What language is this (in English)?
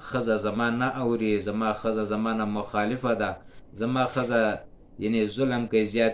Pashto